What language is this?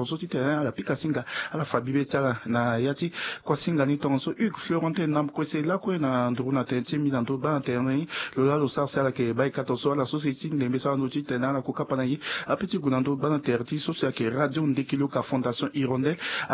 Sango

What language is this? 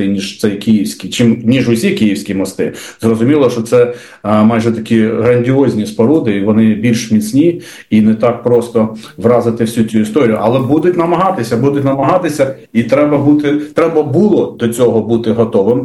Ukrainian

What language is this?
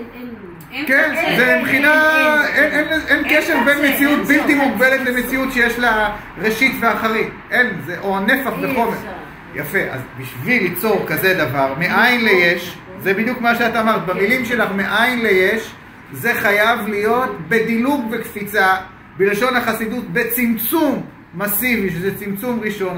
Hebrew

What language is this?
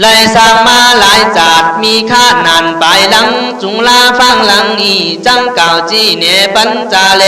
Khün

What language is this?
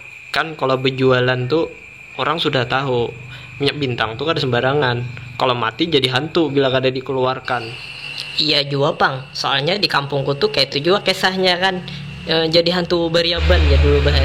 Banjar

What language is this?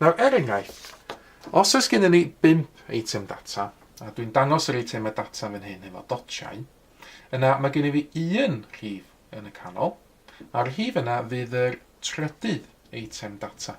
Welsh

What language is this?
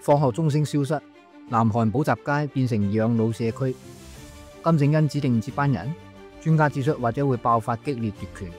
Cantonese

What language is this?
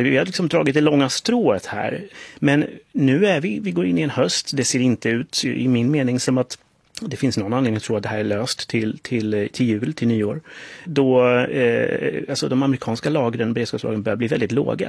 Swedish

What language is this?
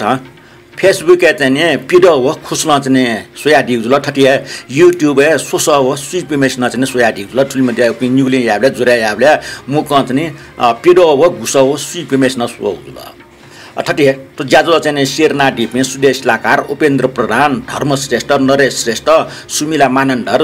Newari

